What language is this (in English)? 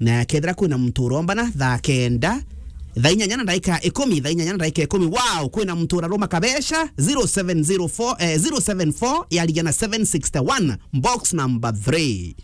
Meru